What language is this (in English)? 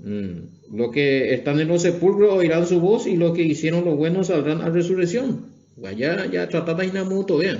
Guarani